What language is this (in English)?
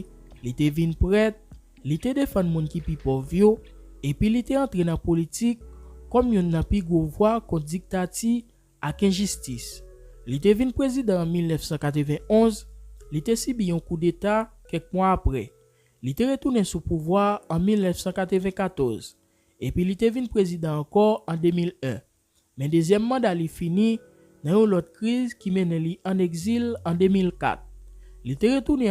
Haitian Creole